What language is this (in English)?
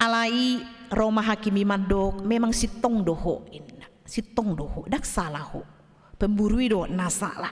Batak Toba